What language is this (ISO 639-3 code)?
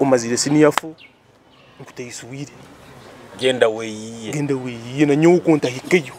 nyo